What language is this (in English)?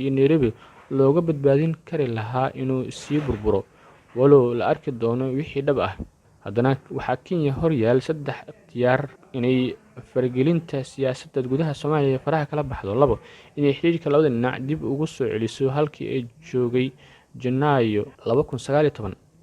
Somali